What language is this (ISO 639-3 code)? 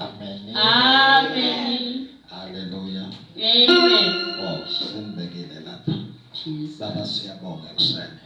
zul